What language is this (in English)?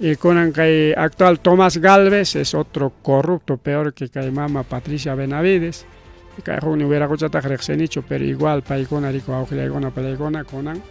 Ayacucho Quechua